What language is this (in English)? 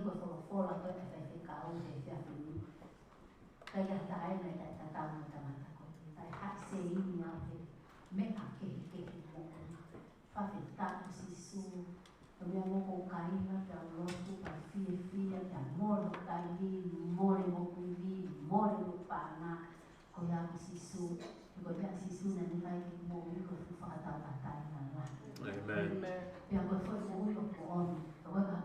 Tongan